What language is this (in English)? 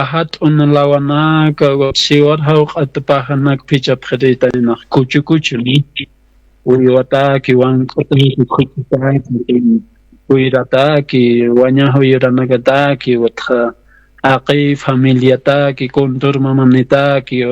Aymara